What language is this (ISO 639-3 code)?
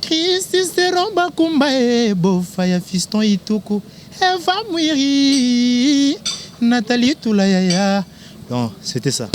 lin